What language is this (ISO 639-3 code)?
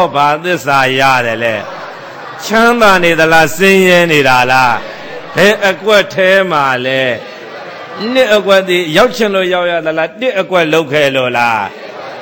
mya